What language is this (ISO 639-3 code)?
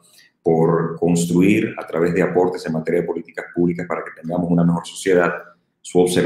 spa